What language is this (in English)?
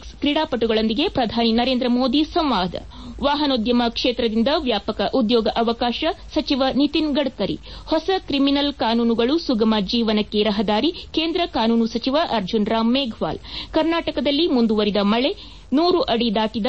Kannada